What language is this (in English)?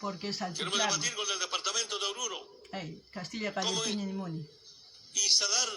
South Bolivian Quechua